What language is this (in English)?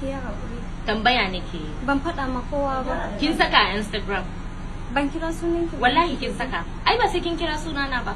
Hausa